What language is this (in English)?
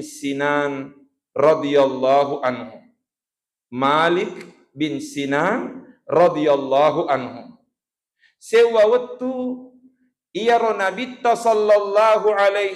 Buginese